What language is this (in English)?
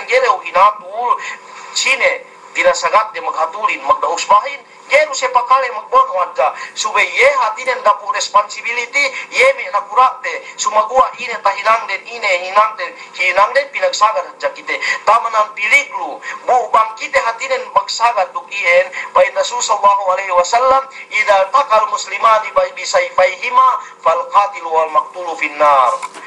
Yakan